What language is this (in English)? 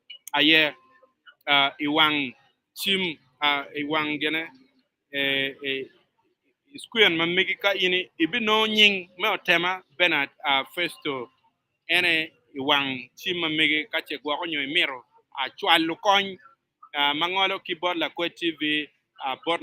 Acoli